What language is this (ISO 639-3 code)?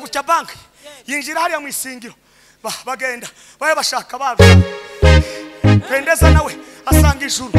kin